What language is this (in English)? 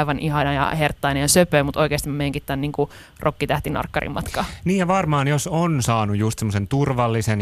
Finnish